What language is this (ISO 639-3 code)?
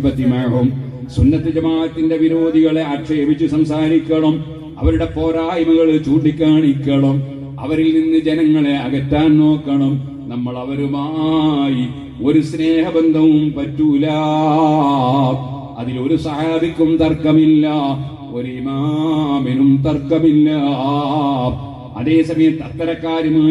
mal